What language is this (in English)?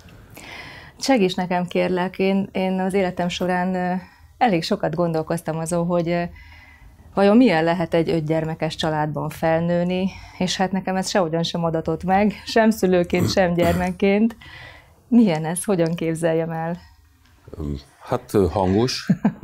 Hungarian